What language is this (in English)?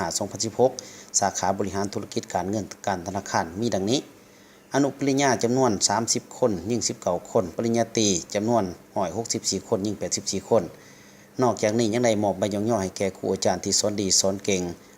Lao